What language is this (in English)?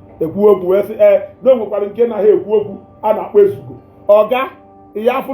Igbo